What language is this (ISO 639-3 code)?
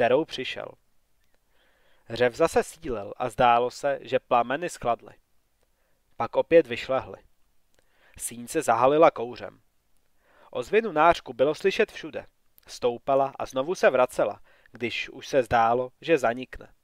ces